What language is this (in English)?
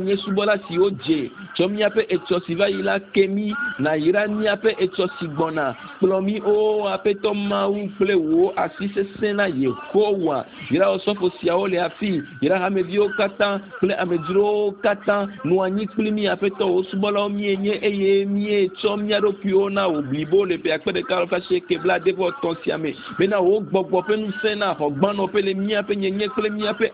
Ewe